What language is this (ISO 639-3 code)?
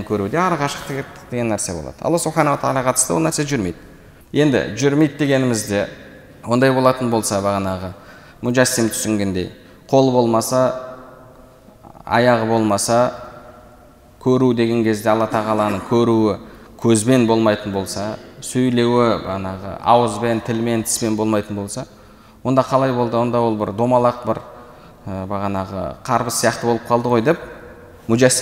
kaz